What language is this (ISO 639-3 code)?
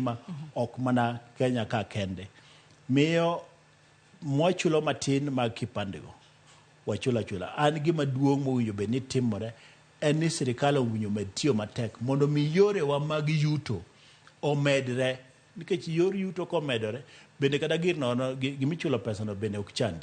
luo